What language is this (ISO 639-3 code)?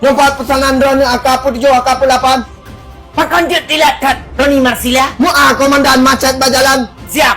ace